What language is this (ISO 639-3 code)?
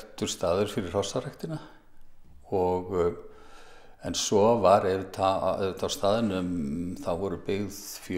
isl